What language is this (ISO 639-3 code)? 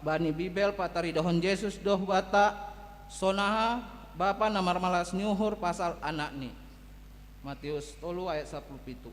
bts